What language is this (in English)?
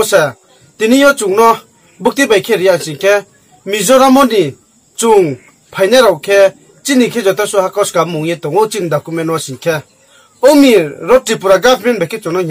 Riang (India)